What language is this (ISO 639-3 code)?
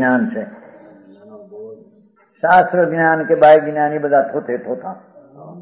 guj